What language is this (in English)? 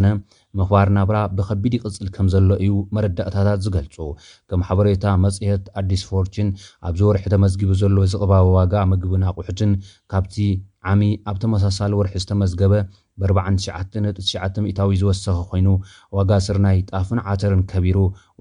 Tigrinya